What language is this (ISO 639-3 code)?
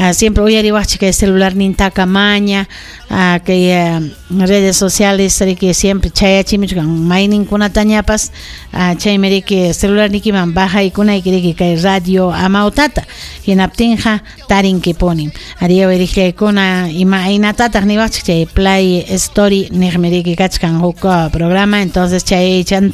quy